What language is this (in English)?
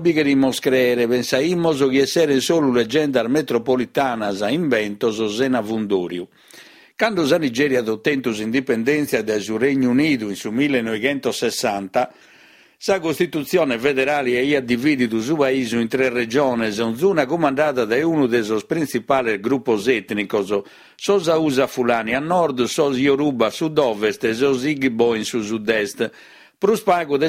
Sardinian